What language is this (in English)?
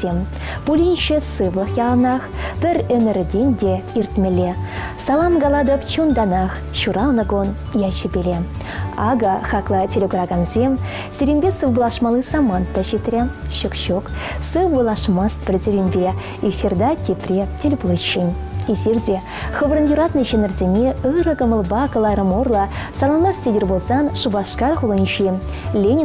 Chuvash